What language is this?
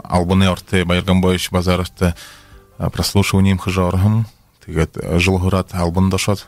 Buriat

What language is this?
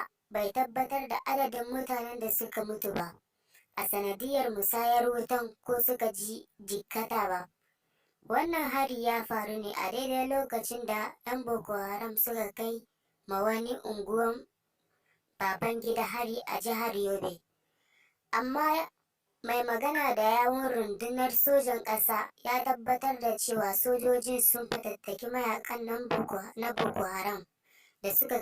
Hausa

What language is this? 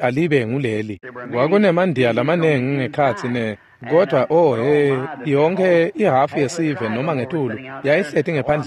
Swati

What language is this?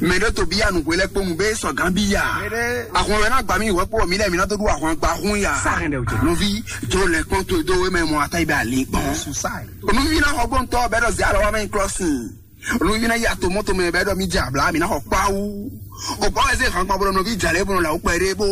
Fon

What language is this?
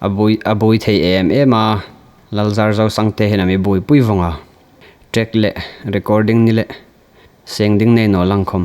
Hmar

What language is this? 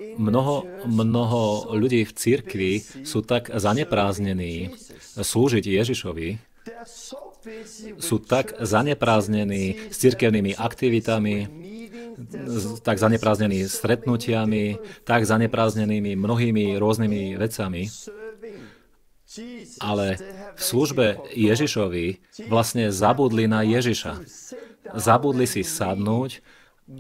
Slovak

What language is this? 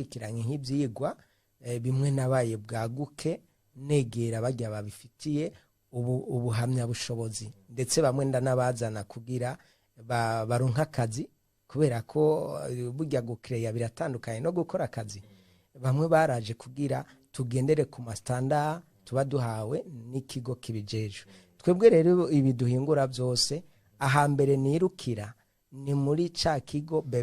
Rundi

